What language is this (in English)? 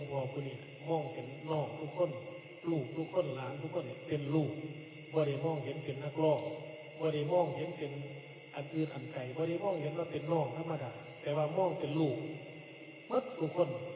Northeastern Thai